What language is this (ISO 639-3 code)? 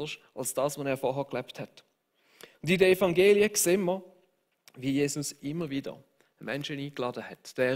gsw